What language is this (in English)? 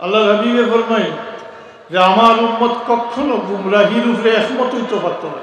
Sylheti